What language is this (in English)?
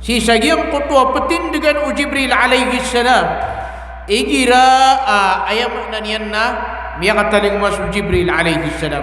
Maranao